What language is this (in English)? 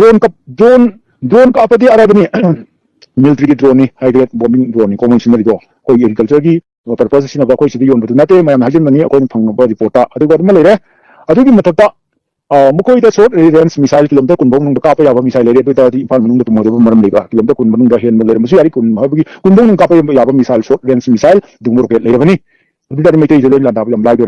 Manipuri